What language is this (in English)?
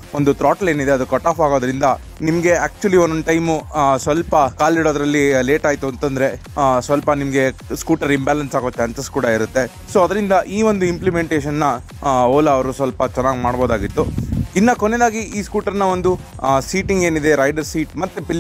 Kannada